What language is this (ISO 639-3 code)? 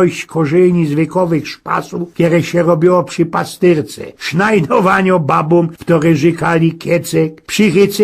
szl